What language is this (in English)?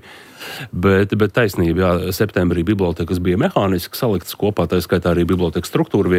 Latvian